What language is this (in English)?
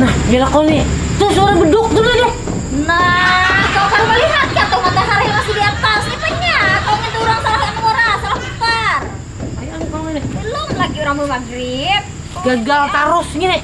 Banjar